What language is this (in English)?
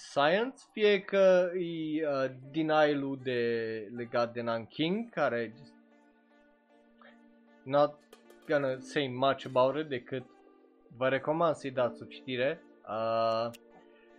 Romanian